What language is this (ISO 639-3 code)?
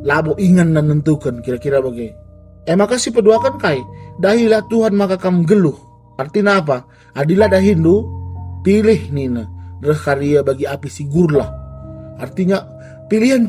btx